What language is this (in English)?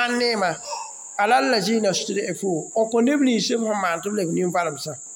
Mossi